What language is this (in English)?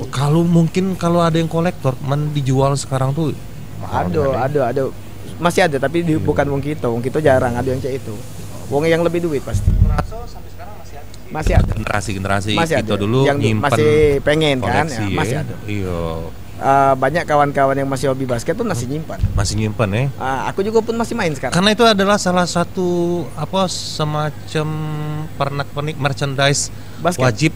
Musi